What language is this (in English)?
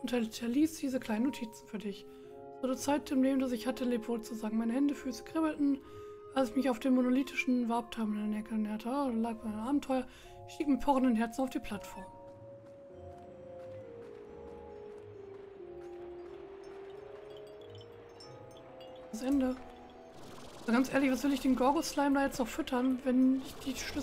German